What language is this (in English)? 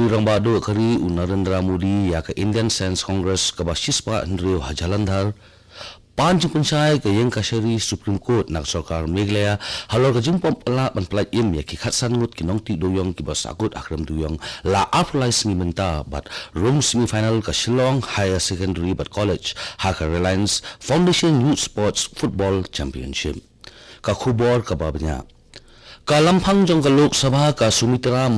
Khasi